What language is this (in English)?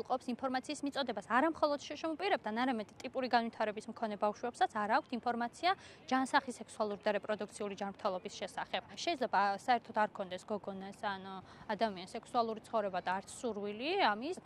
Georgian